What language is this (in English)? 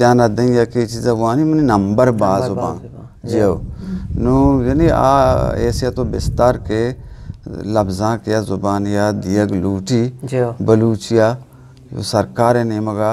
Eastern Balochi